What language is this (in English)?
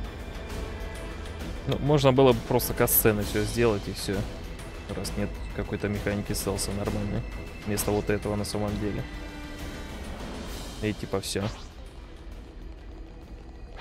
Russian